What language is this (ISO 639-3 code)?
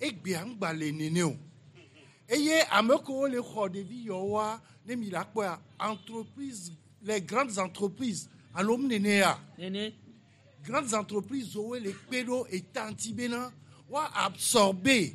gej